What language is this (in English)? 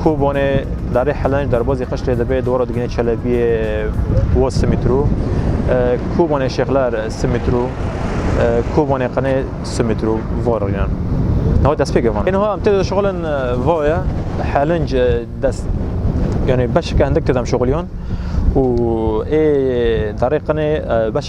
Kurdish